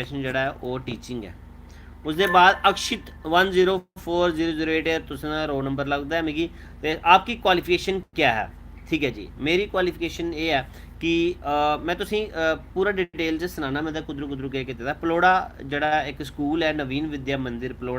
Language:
Dogri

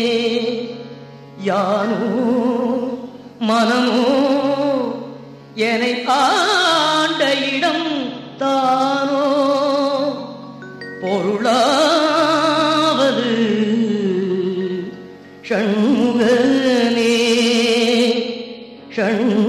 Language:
Tamil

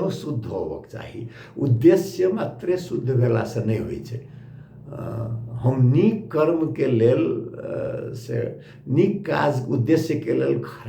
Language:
Maithili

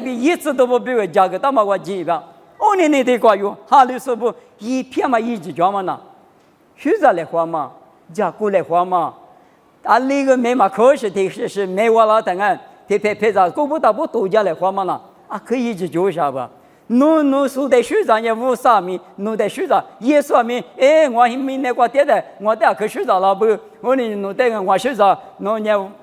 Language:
Lisu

